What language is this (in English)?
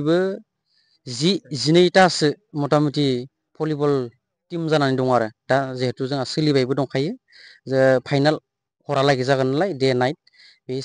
Bodo